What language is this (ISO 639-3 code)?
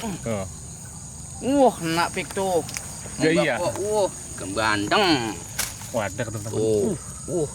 bew